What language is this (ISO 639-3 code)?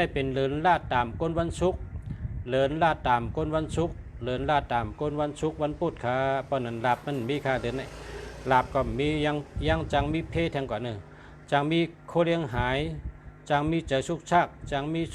shn